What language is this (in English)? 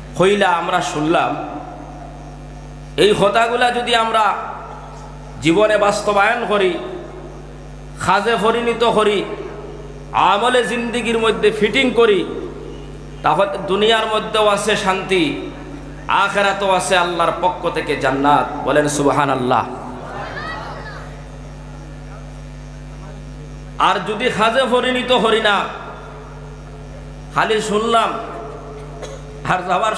Bangla